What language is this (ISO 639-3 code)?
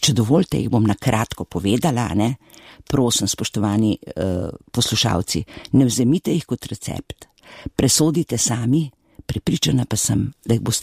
slv